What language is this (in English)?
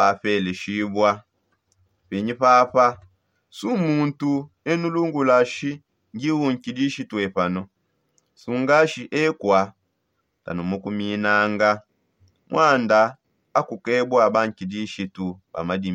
Songe